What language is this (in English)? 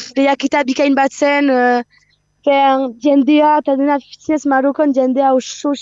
Basque